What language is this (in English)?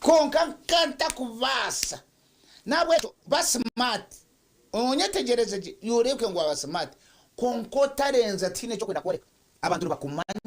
Nyankole